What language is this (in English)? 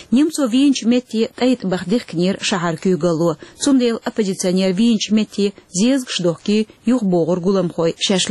Chechen